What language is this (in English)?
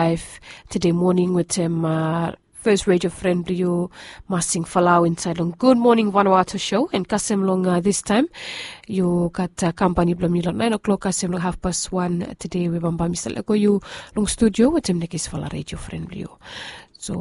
Bislama